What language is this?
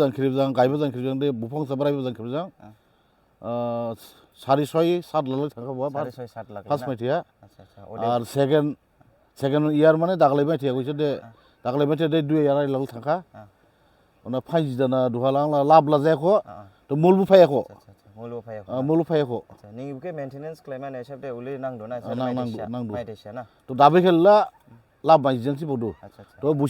Dimasa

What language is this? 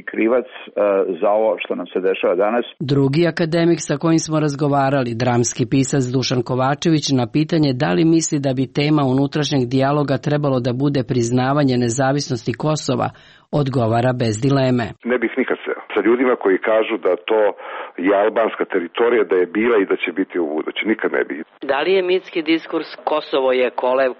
Serbian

